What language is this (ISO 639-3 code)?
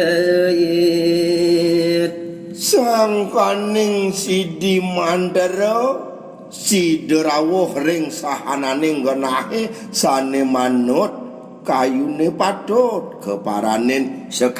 ban